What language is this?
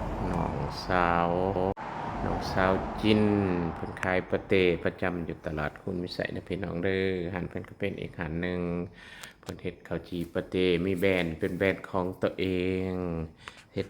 Lao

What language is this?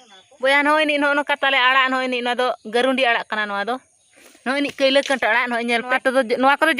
Santali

